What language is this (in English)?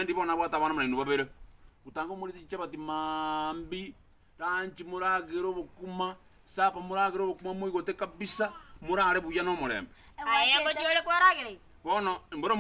Gusii